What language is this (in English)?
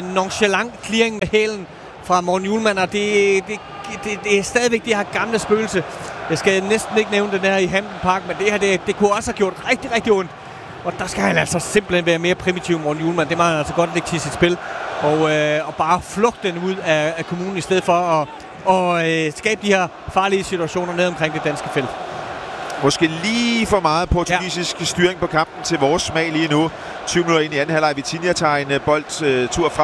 Danish